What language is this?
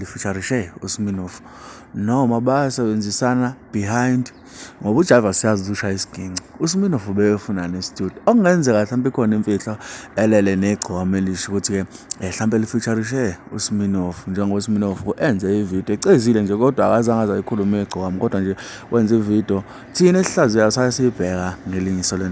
Zulu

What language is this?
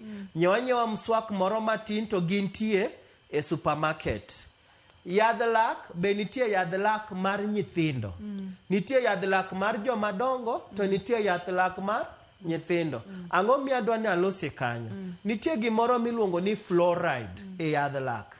Luo (Kenya and Tanzania)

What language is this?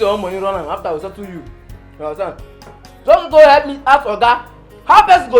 Nigerian Pidgin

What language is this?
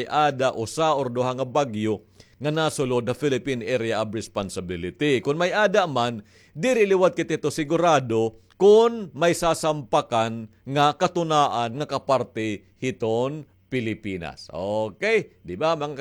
Waray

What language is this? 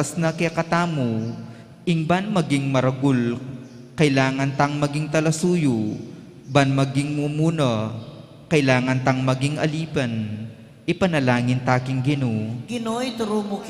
Pampanga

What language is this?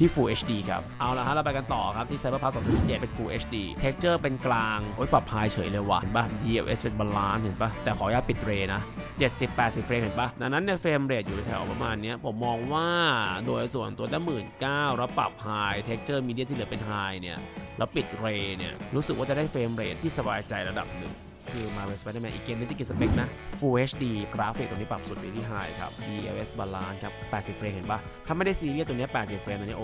Thai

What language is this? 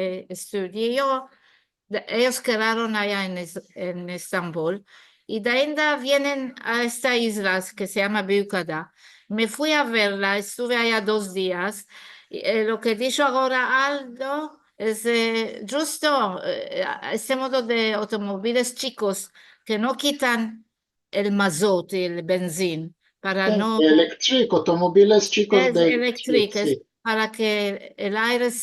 Ladino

